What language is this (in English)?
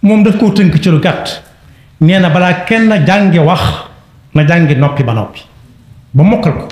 Wolof